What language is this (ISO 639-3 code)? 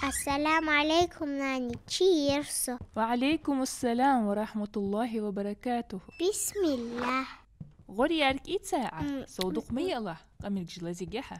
inh